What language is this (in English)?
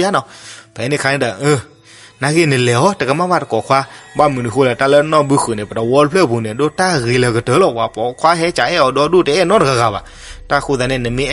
S'gaw Karen